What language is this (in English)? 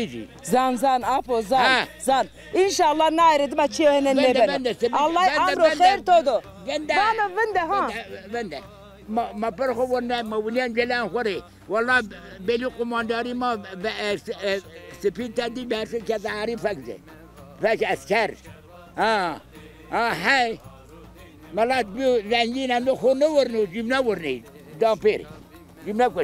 Zaza